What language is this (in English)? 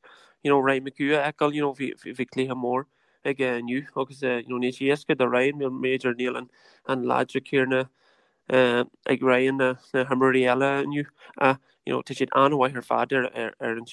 Irish